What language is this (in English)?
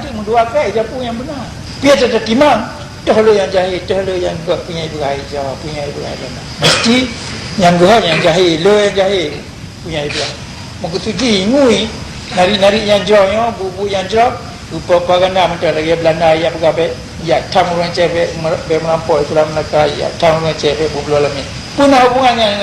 Achinese